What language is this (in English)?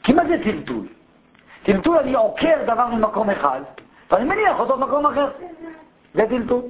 Hebrew